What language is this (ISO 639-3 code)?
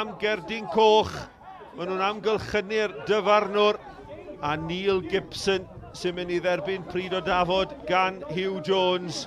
cym